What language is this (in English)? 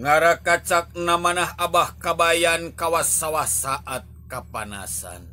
Sundanese